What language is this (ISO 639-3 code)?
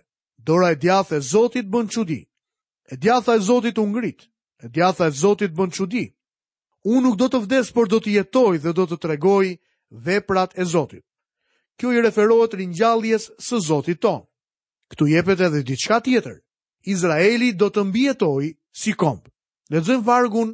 sqi